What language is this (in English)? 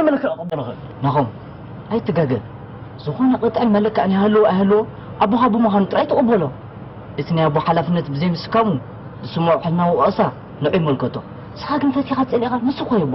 Tigrinya